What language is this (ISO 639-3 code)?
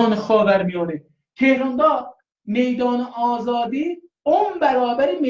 azb